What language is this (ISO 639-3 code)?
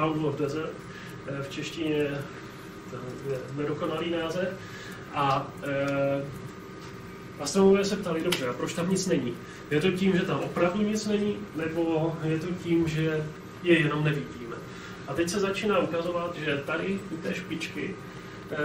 ces